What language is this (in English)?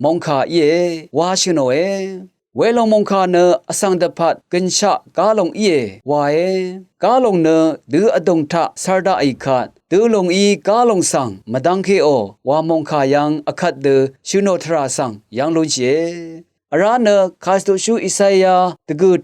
Rawang